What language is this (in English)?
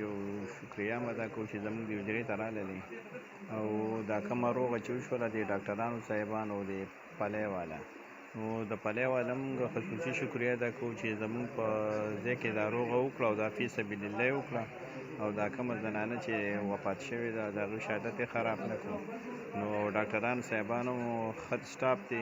Pashto